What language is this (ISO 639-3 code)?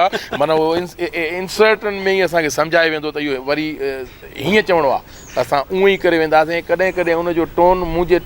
snd